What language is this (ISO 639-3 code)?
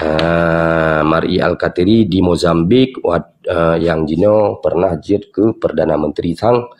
ace